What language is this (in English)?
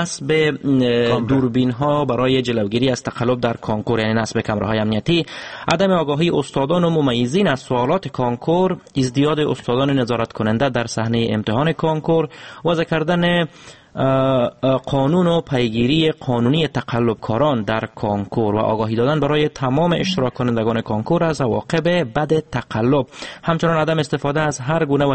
Persian